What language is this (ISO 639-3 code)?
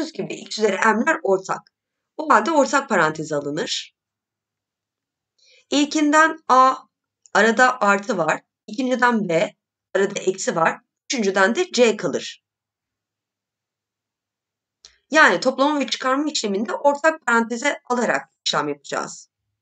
tur